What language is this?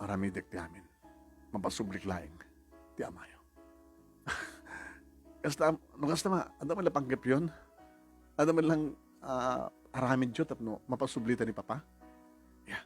Iloko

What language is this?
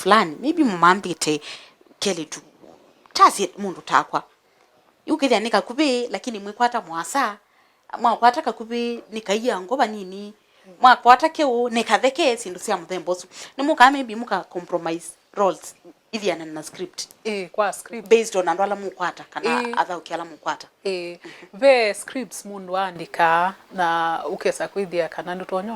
Kamba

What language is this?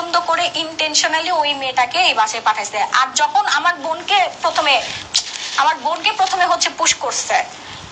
Bangla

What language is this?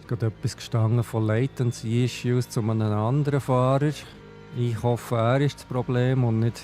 Swiss German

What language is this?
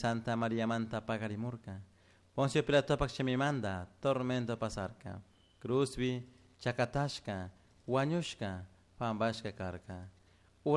Chimborazo Highland Quichua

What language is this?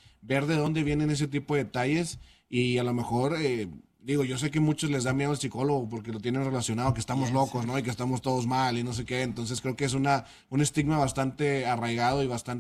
Spanish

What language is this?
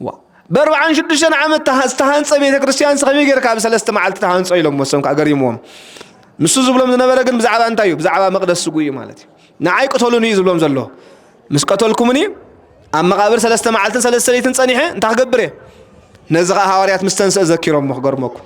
Tigrinya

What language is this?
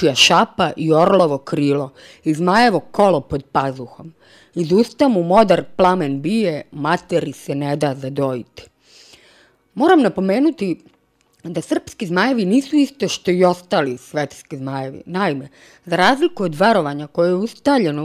Serbian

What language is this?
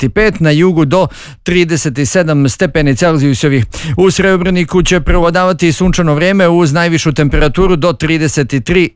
Bosnian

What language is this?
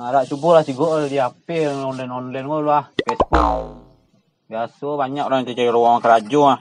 Minangkabau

